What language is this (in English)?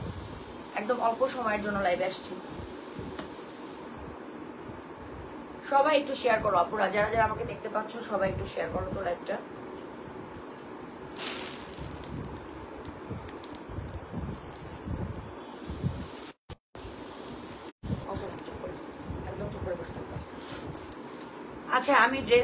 Bangla